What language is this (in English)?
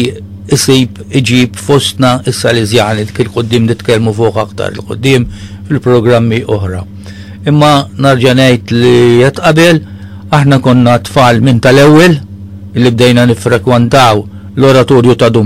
Maltese